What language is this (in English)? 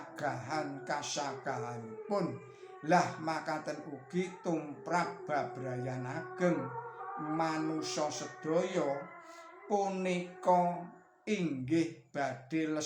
Javanese